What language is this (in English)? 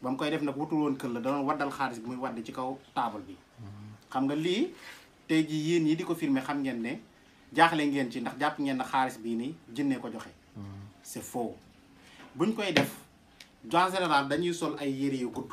Wolof